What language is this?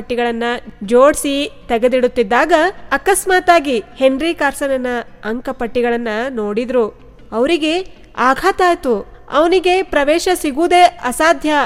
Kannada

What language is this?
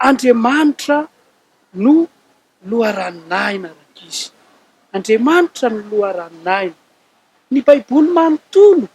Malagasy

